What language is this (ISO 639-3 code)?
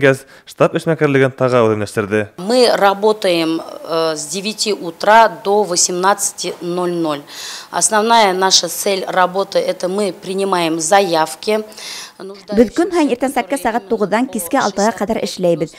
bak